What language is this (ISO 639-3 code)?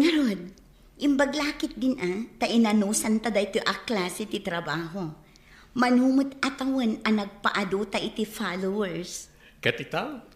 ilo